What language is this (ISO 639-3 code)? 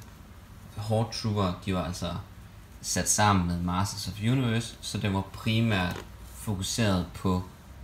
dan